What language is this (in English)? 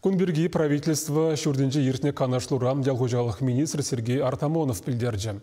Chuvash